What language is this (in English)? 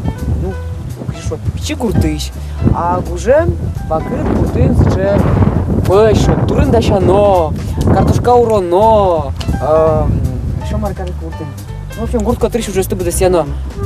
Udmurt